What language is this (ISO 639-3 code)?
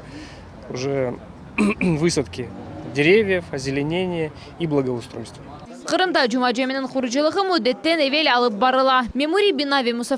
crh